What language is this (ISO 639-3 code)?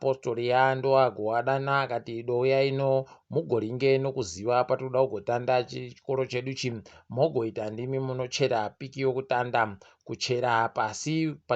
ndc